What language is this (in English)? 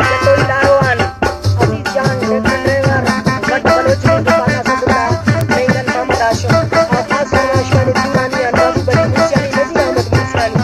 Brahui